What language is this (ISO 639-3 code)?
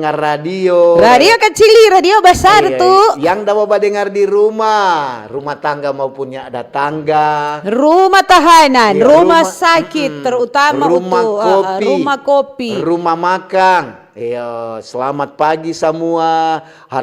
xmm